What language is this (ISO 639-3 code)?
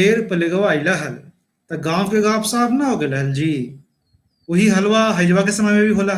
mag